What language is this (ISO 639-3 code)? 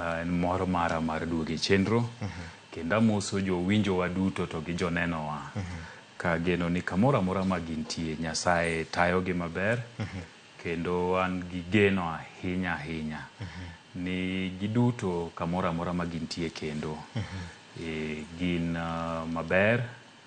luo